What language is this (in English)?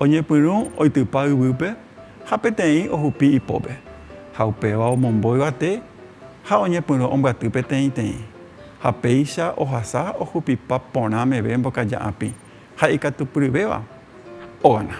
Guarani